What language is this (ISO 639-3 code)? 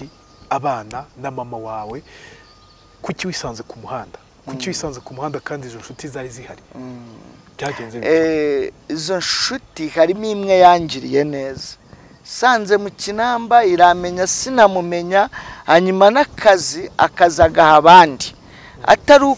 kin